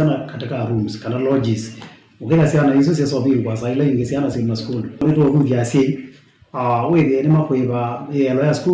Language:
Kamba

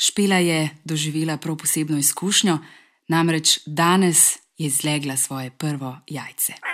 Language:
Slovenian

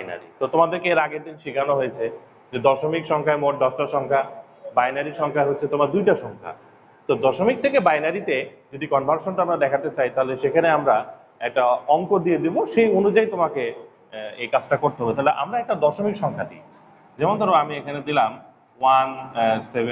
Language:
Bangla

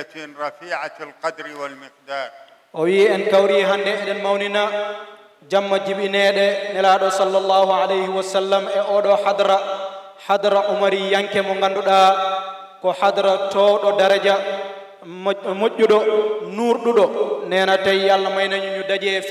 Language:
Fula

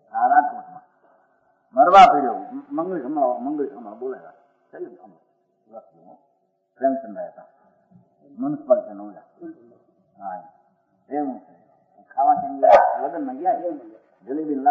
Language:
Gujarati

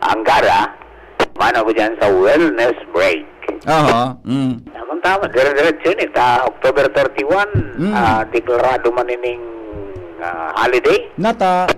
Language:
Bikol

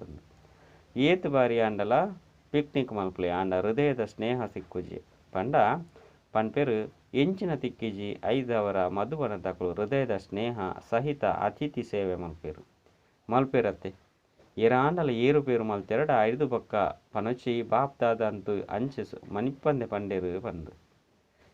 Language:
Tulu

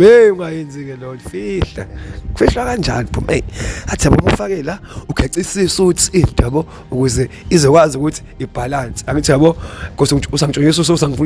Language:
Zulu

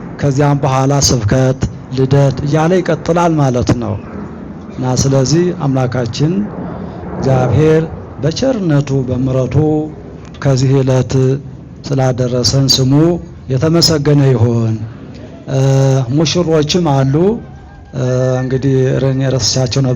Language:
Amharic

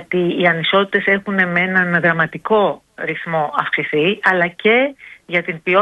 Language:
Greek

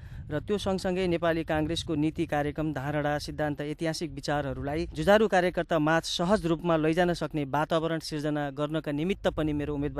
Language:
Nepali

